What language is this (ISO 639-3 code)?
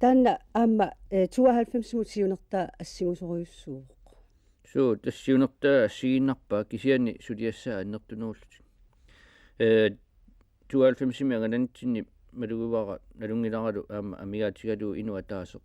kal